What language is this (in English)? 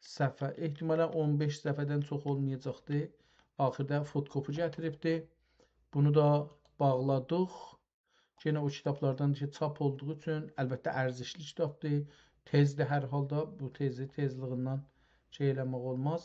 South Azerbaijani